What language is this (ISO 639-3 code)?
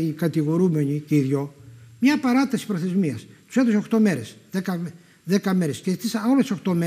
ell